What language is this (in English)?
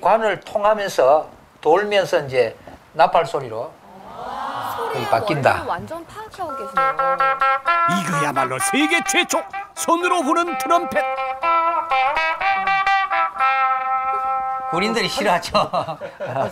Korean